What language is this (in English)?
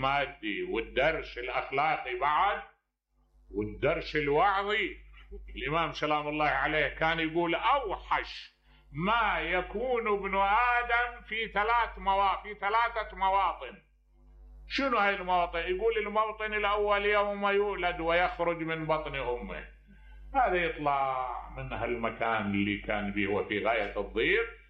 Mesopotamian Arabic